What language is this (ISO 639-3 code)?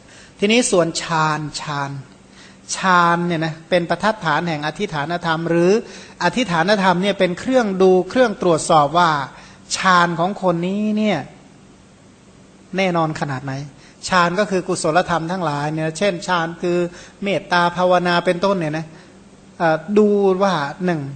tha